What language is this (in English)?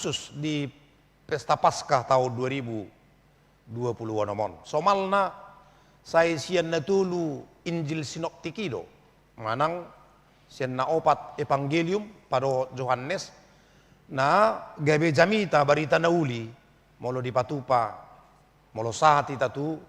Batak Toba